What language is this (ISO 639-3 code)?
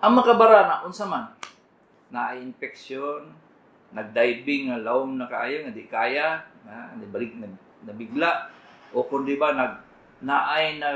ceb